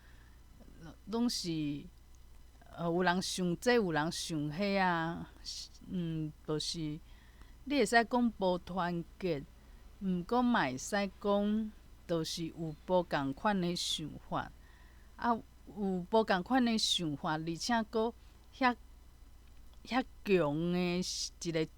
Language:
Min Nan Chinese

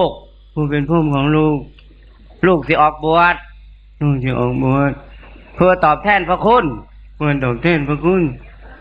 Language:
Northeastern Thai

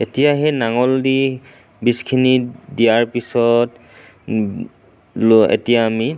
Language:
Assamese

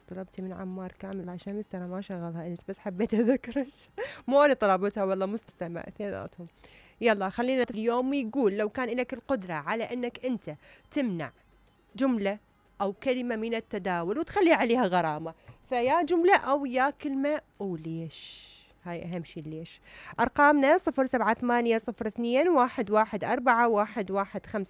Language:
Mesopotamian Arabic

